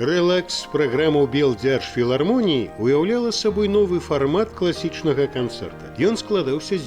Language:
Belarusian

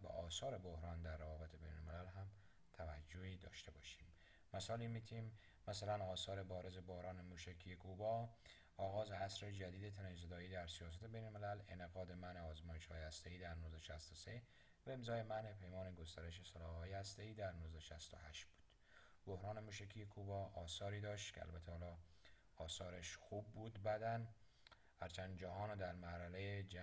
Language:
Persian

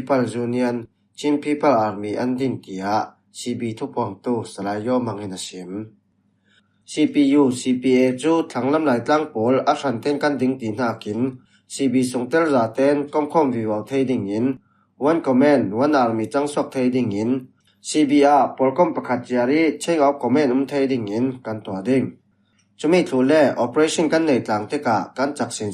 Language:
Falam Chin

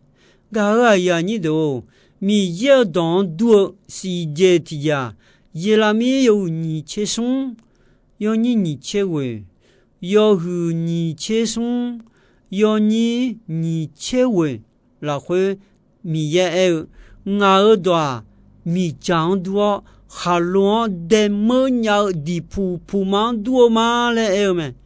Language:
Akha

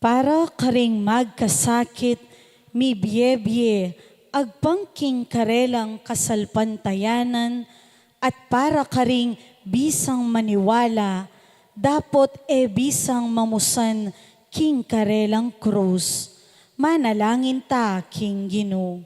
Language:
Pampanga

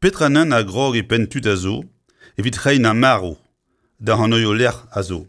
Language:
Breton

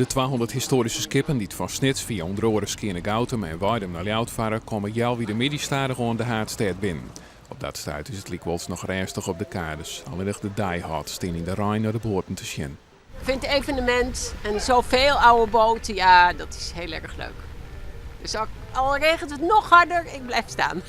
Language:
Western Frisian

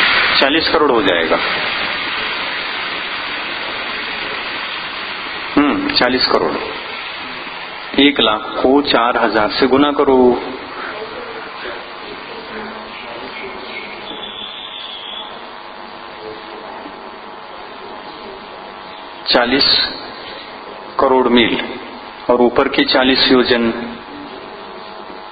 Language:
Hindi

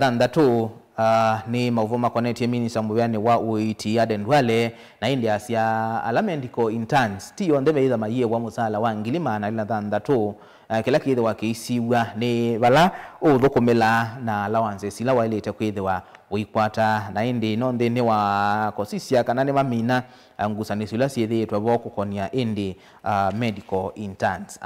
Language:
Kamba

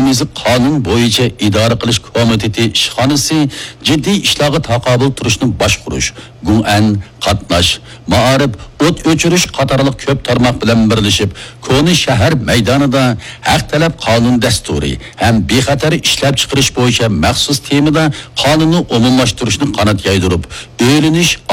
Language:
Uyghur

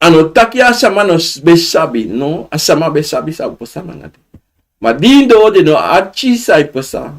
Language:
Sranan Tongo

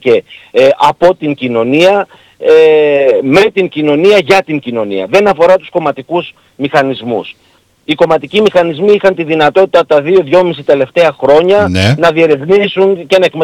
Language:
Greek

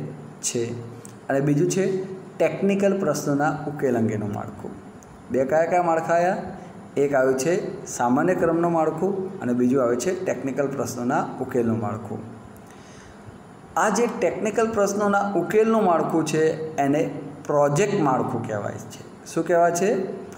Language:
Gujarati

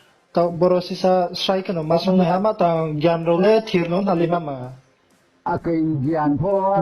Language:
Riang (India)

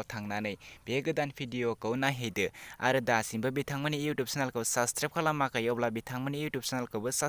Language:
Bodo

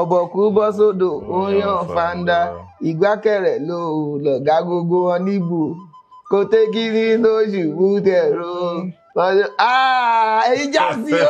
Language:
Yoruba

